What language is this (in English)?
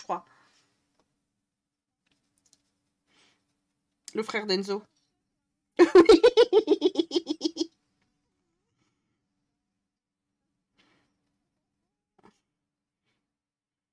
French